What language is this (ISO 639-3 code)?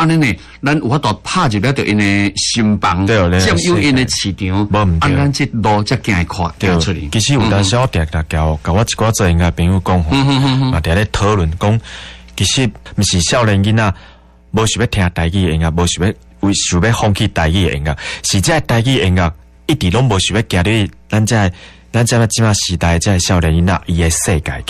nan